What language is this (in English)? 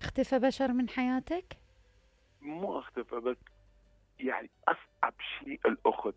Mesopotamian Arabic